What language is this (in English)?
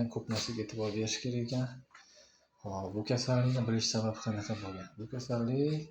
Uzbek